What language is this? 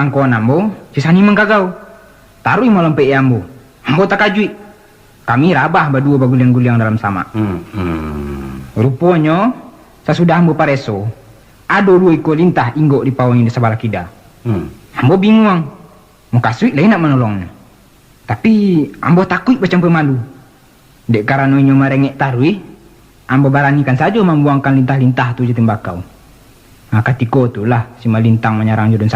Minangkabau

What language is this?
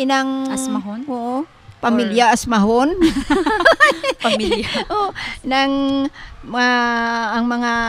Hiligaynon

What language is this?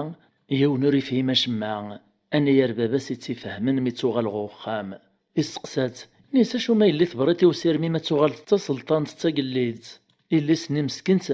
Kabyle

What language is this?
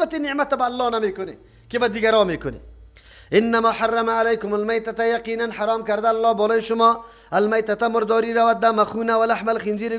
Persian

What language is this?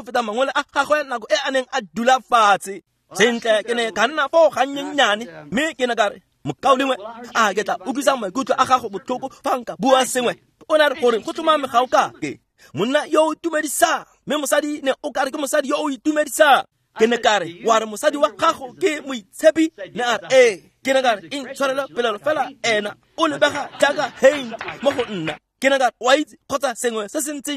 Tswana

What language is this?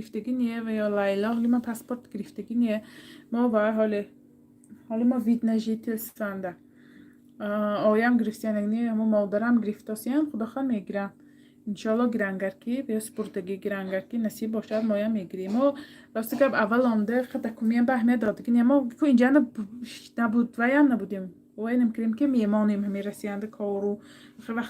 Tajik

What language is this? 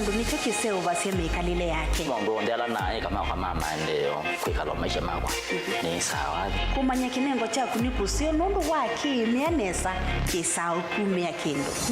Kamba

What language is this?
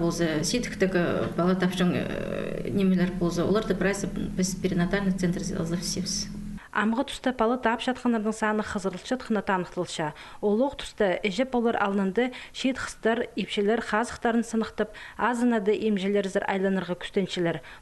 Khakas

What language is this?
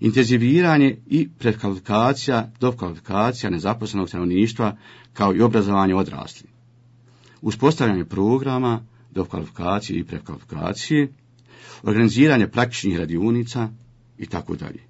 Bosnian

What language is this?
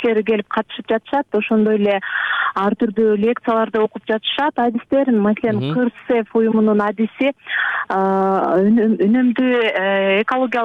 Kyrgyz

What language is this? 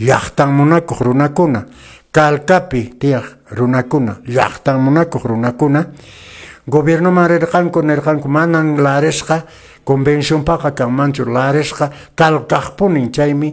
Quechua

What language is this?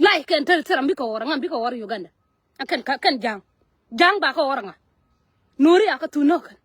Nuer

